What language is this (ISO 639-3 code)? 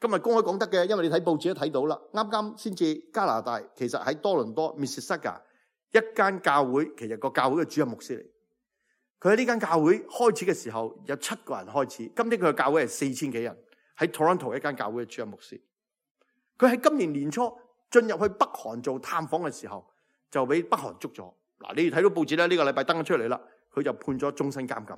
yue